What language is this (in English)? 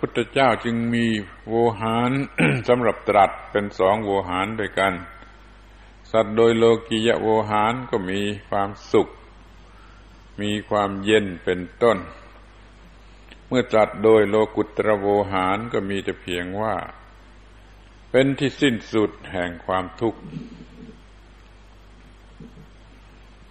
Thai